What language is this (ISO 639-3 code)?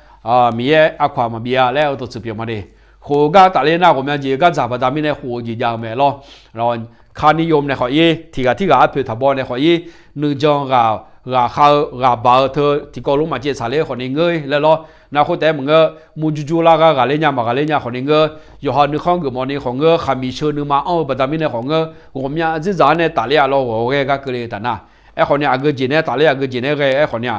ahk